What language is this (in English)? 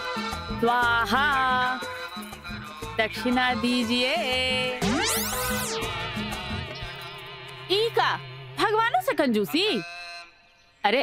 Bhojpuri